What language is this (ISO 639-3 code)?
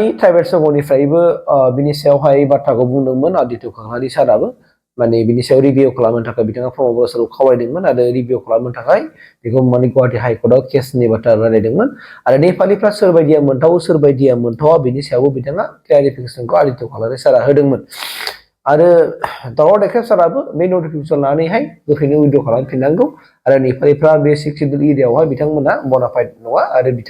brx